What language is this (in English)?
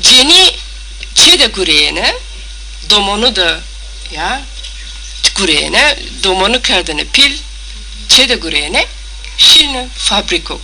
Zaza